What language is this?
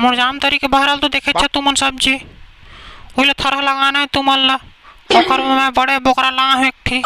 Chhattisgarhi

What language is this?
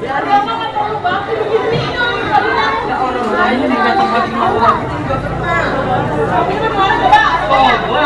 Betawi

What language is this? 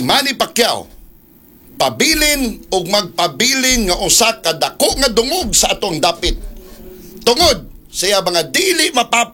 Cebuano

